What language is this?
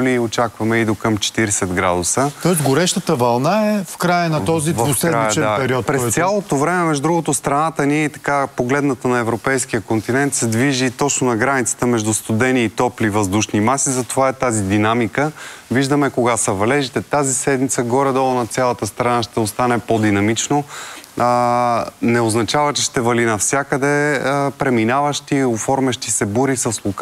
Bulgarian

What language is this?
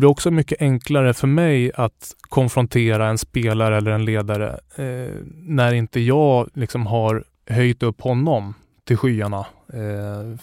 Swedish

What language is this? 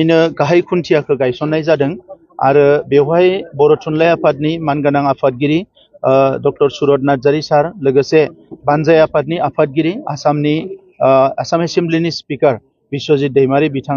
Bodo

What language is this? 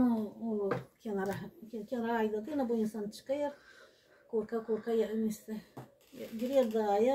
Gagauz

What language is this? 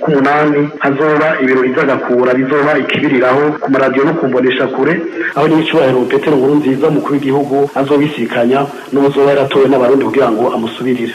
Rundi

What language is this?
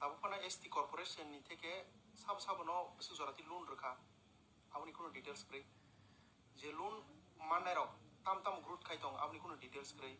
Kok Borok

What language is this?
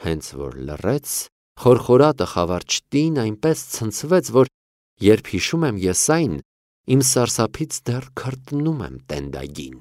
Armenian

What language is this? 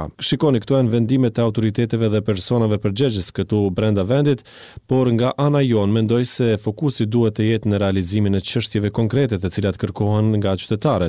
Albanian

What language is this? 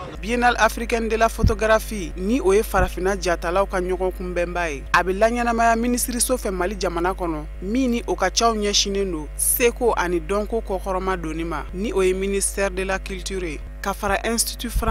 Bambara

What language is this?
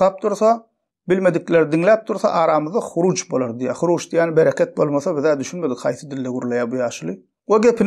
Turkmen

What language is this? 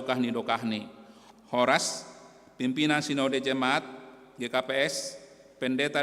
Batak Simalungun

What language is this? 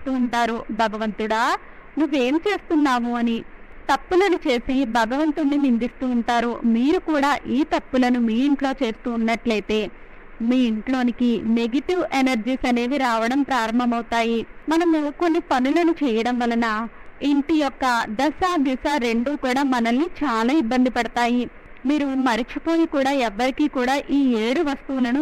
Telugu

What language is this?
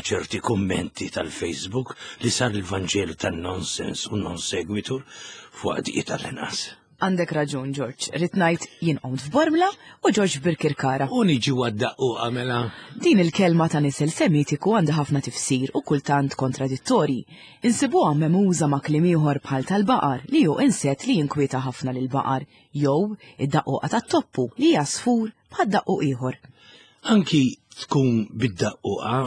Maltese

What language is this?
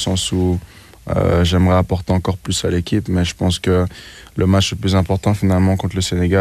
French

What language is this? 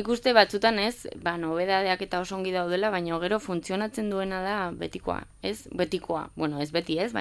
Basque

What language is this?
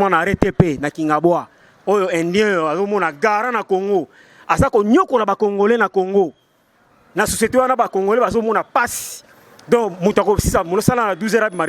Lingala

